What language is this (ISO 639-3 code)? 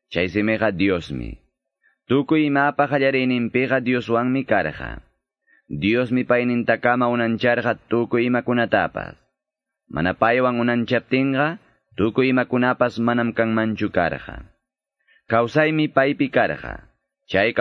que